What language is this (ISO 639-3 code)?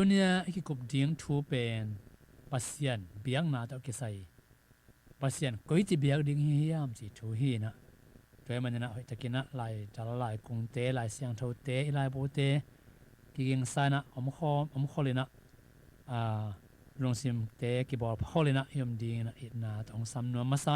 ctd